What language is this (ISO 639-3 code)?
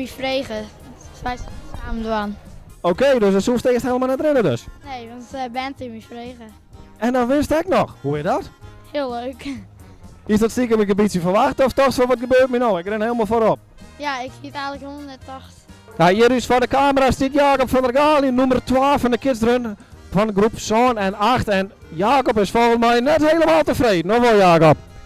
fry